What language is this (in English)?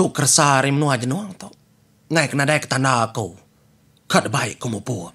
Iban